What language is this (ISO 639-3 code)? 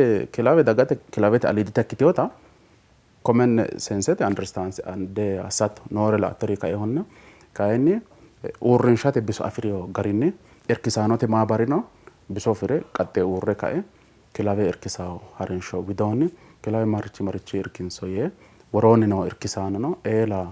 sid